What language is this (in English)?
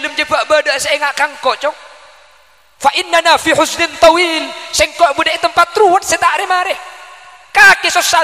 Madurese